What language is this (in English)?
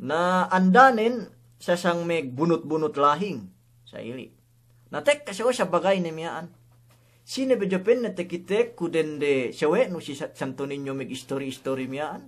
Yakan